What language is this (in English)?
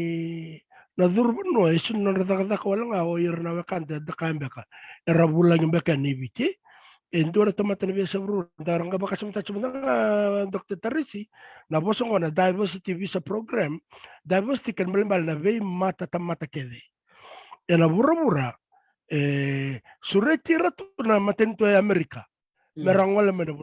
Fijian